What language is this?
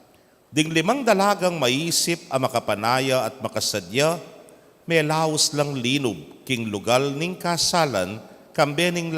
Pampanga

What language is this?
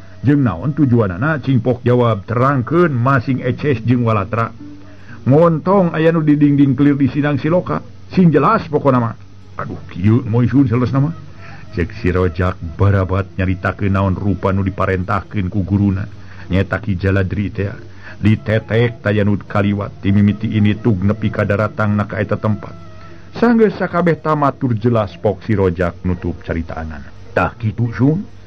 Sundanese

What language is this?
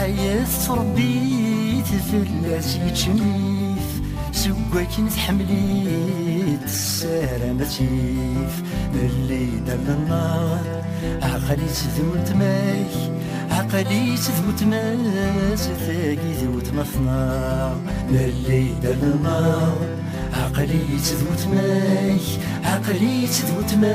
Kabyle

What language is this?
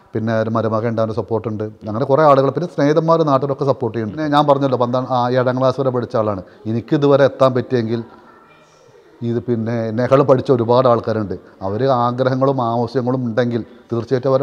Malayalam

